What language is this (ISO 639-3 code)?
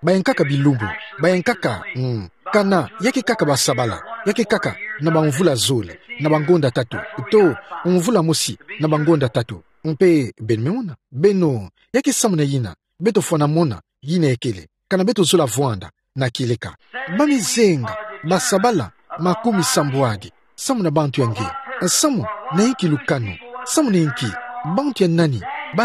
ktu